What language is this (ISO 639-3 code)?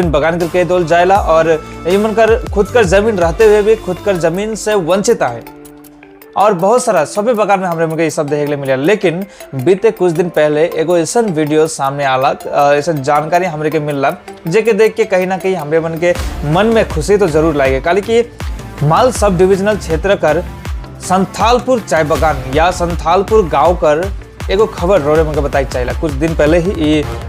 sck